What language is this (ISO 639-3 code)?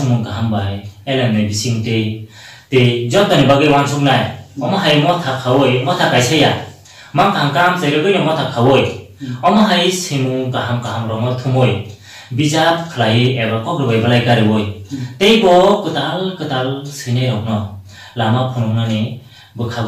trp